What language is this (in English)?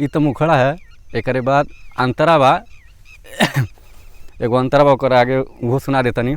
Bhojpuri